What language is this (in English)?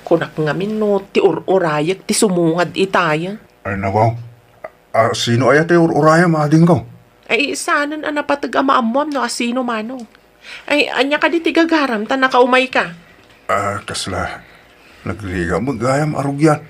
Iloko